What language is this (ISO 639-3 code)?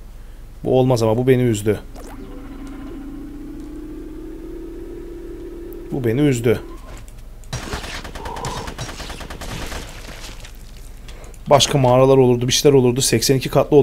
tur